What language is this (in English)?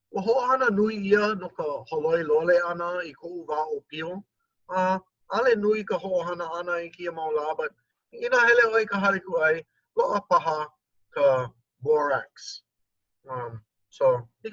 Hawaiian